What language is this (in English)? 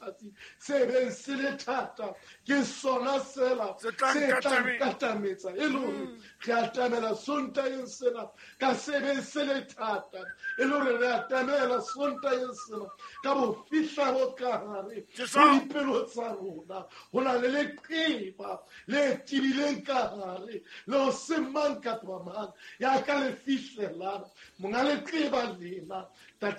Southern Sotho